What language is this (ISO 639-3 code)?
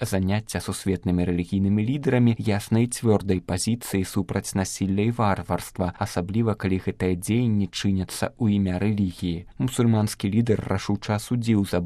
bel